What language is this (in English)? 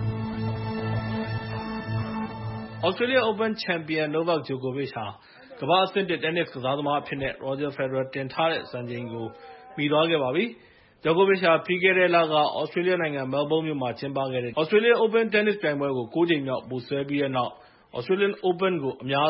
Burmese